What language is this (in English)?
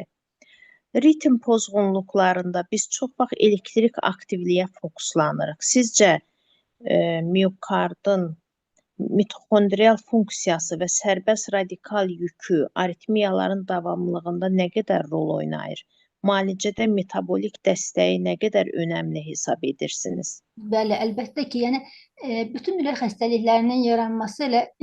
Azerbaijani